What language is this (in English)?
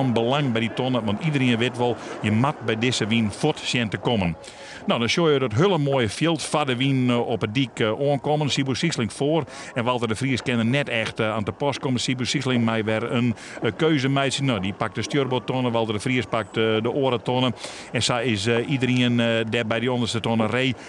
Western Frisian